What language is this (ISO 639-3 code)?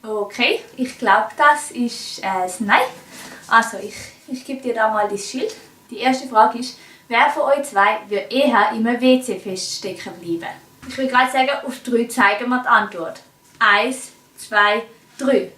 gsw